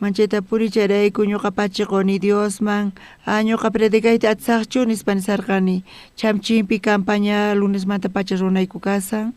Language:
South Bolivian Quechua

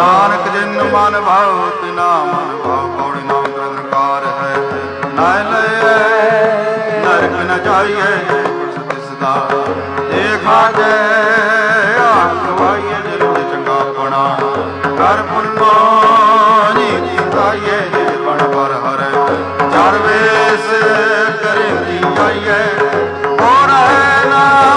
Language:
Punjabi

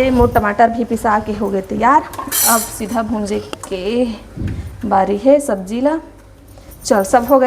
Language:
Chhattisgarhi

